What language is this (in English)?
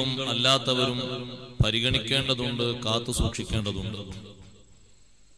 Malayalam